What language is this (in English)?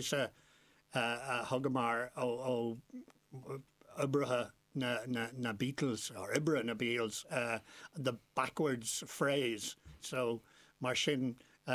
Irish